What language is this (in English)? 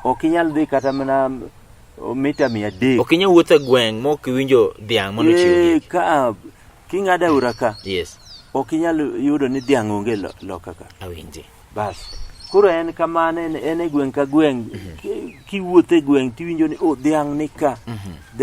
Luo (Kenya and Tanzania)